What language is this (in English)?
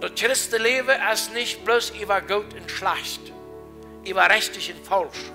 Plautdietsch